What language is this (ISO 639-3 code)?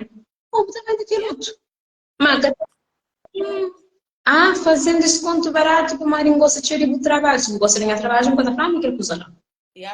kea